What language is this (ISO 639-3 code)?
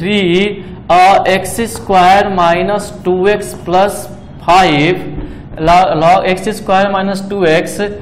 hin